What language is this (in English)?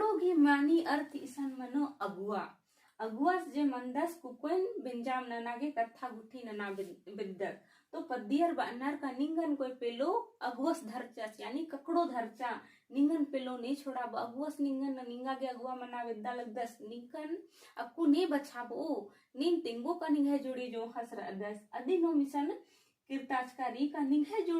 Kurukh